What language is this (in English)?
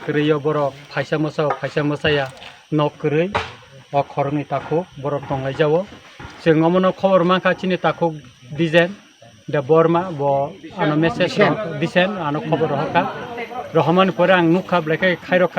Kok Borok